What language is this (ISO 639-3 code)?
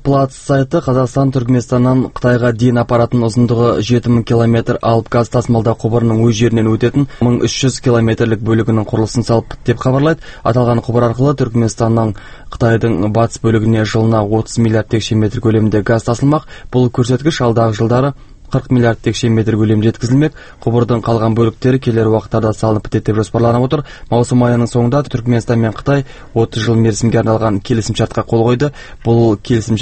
kaz